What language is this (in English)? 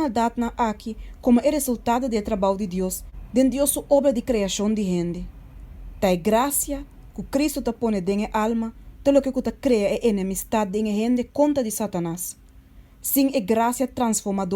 Papiamento